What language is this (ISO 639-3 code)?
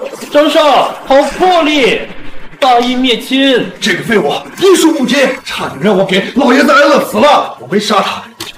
zho